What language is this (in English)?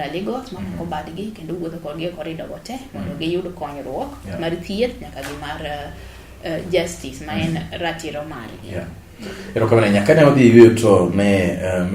Luo (Kenya and Tanzania)